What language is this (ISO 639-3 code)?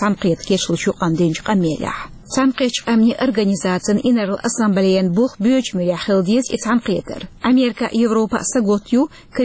che